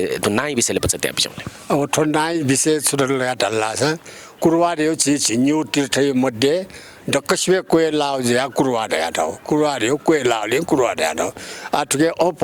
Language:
Newari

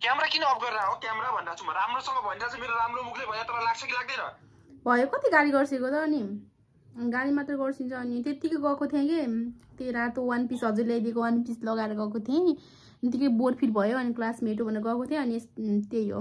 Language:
Nepali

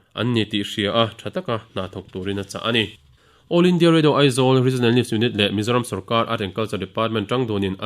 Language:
Mizo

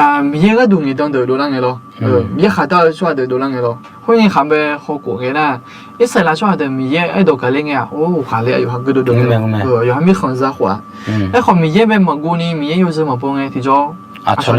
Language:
Akha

